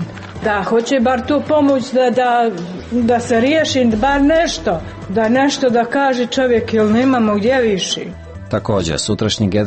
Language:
Serbian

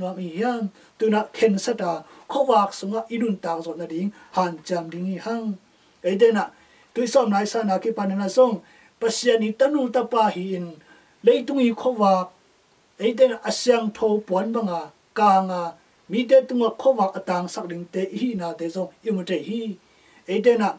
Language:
Tedim Chin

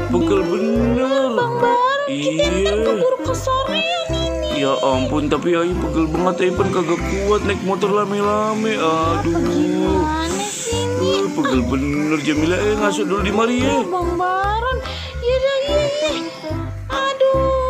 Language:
Betawi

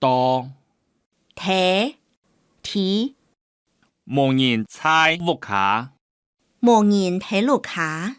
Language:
Hakka Chinese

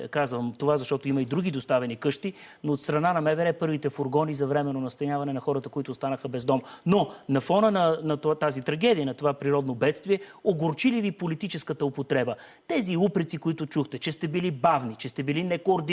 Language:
Bulgarian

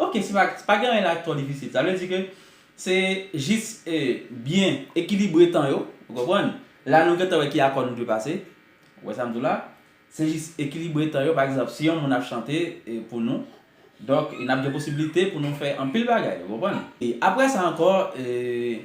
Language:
Haitian Creole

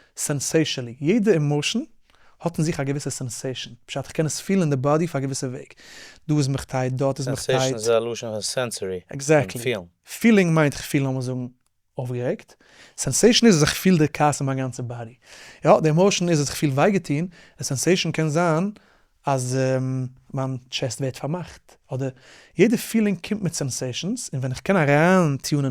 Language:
Yiddish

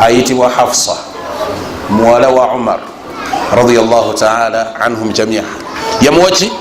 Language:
Ganda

